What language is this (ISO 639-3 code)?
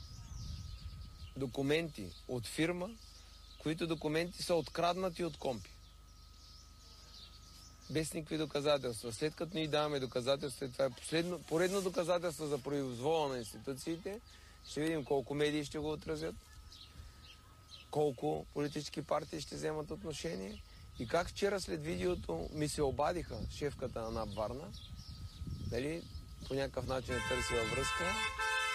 bul